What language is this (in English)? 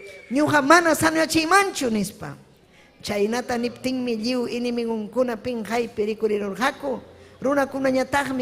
Ayacucho Quechua